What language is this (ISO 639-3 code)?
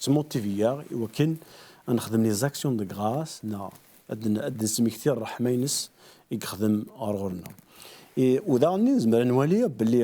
kab